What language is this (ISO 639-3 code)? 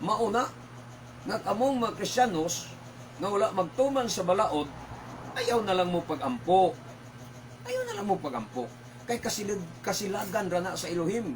ceb